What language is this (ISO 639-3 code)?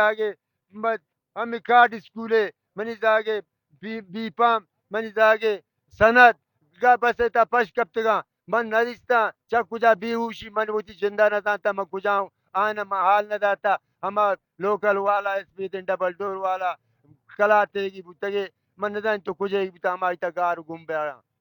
bal